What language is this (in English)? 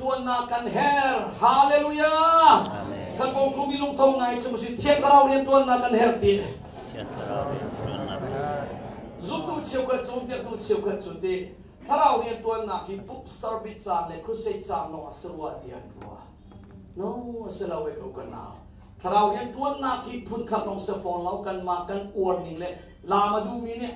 Hakha Chin